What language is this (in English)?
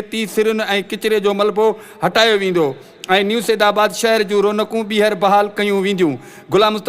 Sindhi